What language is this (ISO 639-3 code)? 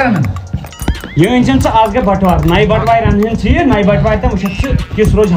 kas